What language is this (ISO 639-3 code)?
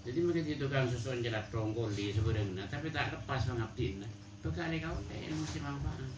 mad